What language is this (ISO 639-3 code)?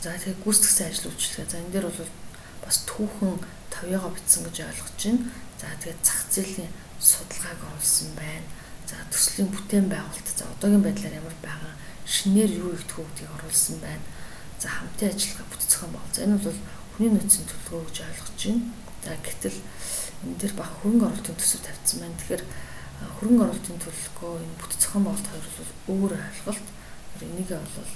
mon